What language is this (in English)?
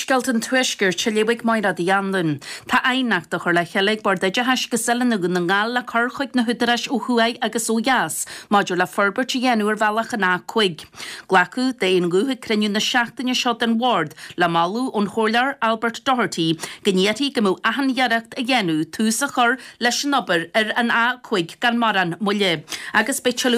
Irish